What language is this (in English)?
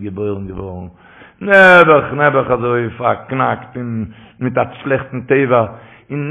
Yiddish